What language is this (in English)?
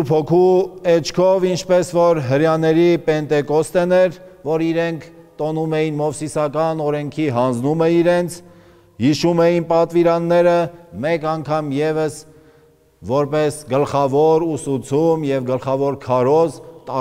Armenian